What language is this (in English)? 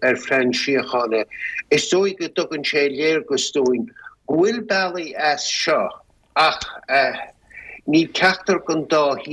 Irish